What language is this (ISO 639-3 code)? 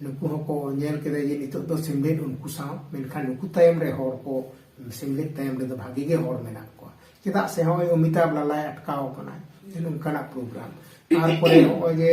sat